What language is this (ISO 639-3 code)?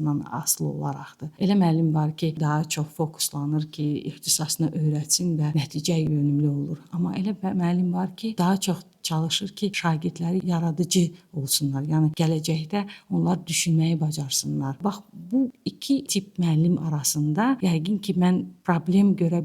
aze